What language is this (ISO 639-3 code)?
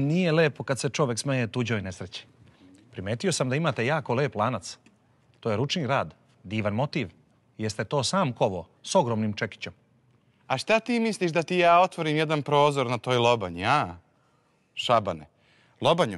srp